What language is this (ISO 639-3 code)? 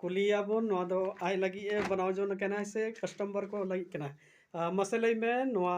sat